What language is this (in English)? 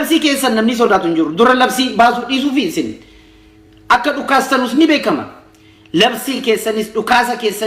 Oromo